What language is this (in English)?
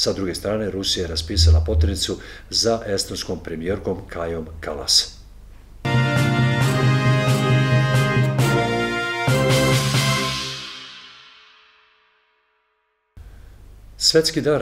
Serbian